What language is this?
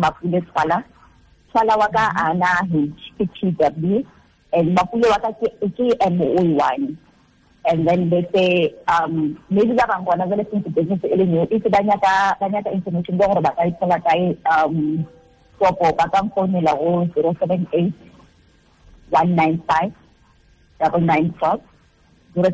Tswana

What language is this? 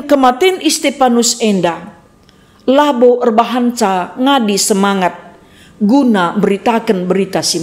Batak Karo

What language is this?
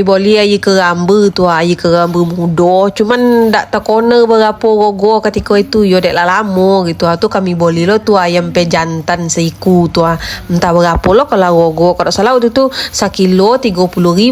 Minangkabau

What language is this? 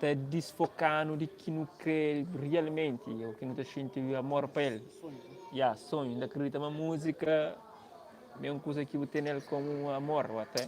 Kabuverdianu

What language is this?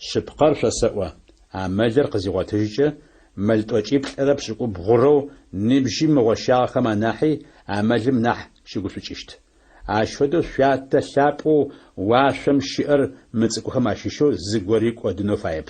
Adyghe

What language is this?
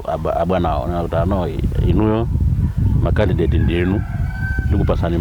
Nyanja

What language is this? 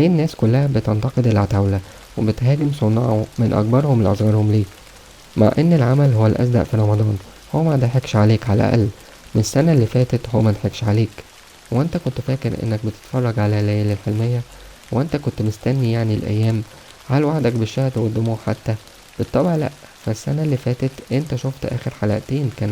Egyptian Arabic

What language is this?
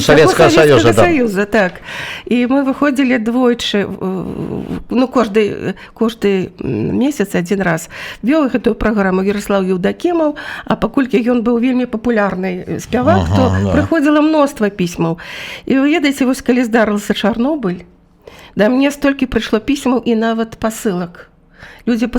Belarusian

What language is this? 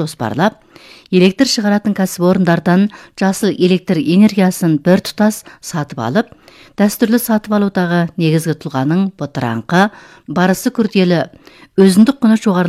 Kazakh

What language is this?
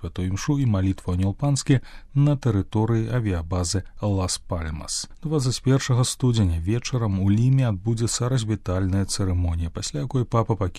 Belarusian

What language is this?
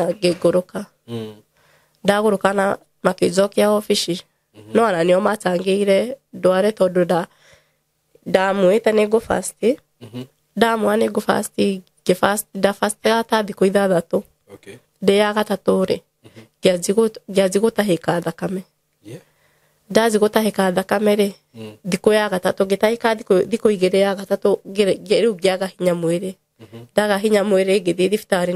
Kikuyu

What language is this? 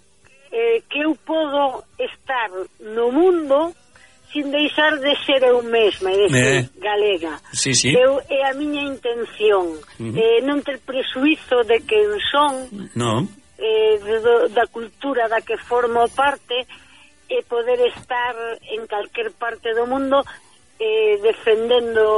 Galician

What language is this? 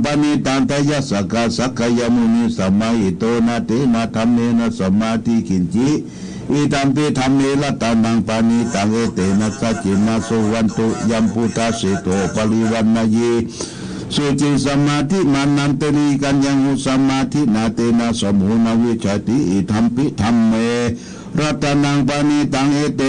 Pali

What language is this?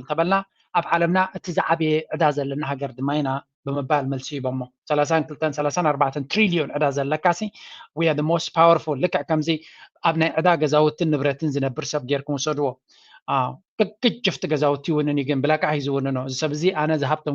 Tigrinya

